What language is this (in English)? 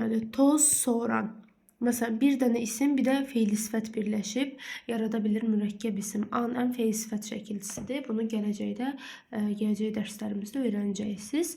Azerbaijani